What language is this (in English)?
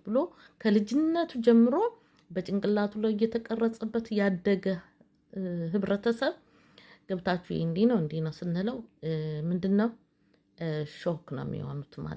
Amharic